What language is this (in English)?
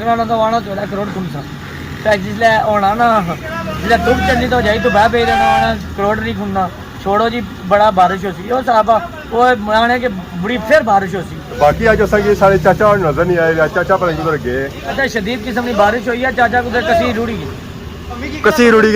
Pahari-Potwari